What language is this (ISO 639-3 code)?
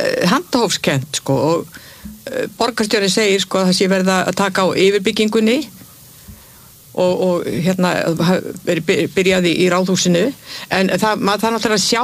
isl